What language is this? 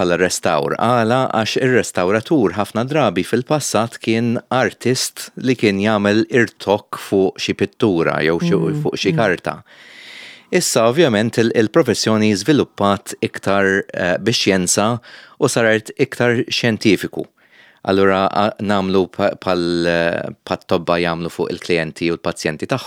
Maltese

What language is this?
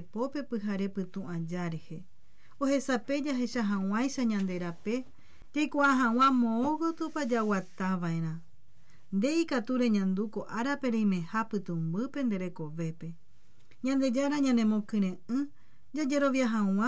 Guarani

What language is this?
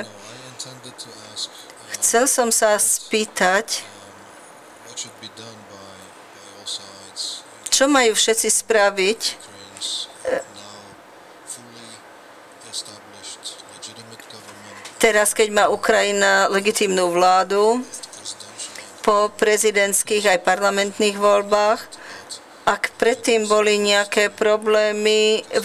Slovak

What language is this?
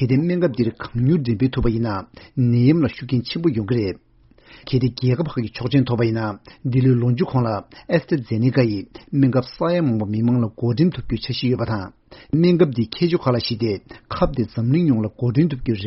Tibetan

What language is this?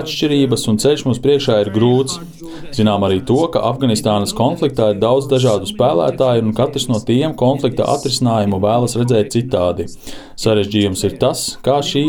Latvian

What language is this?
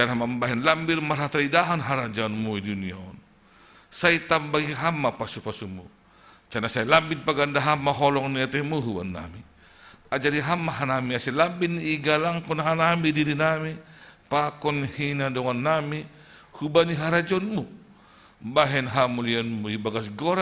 Batak Simalungun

